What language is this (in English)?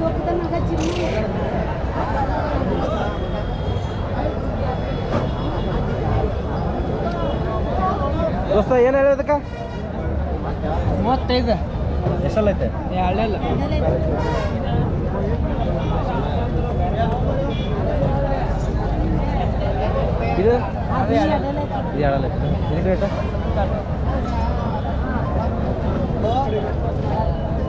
Kannada